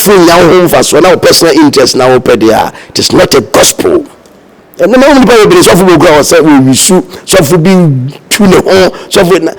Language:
Akan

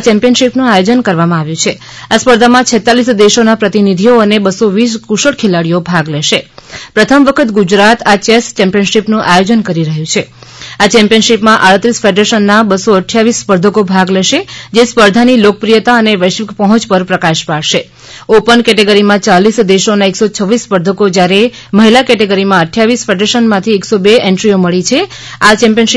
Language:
Gujarati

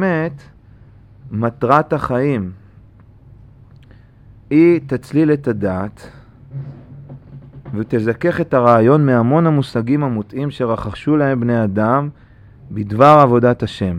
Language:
Hebrew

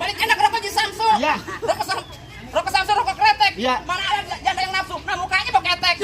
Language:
Betawi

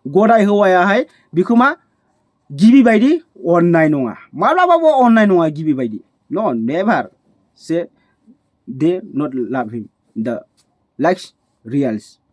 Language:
Bodo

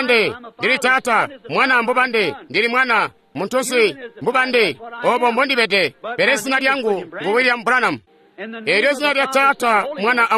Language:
Tonga (Zambia)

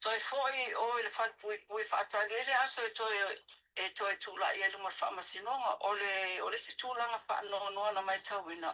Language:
Samoan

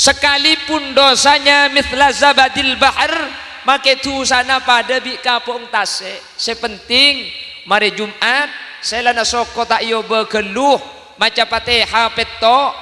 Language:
Madurese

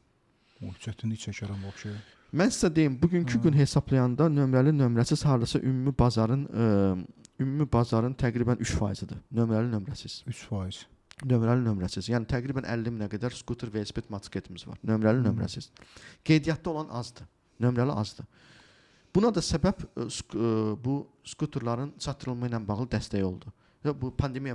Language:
Azerbaijani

